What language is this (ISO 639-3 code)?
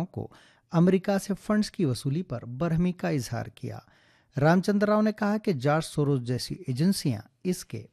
urd